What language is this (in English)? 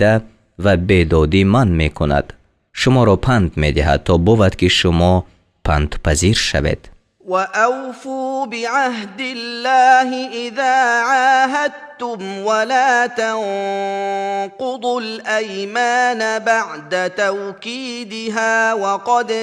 Tajik